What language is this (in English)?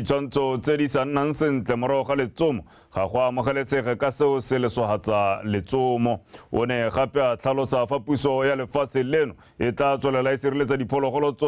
Tswana